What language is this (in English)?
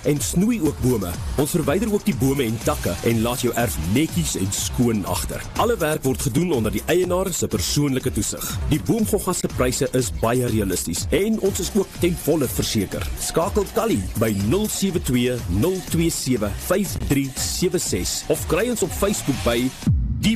Afrikaans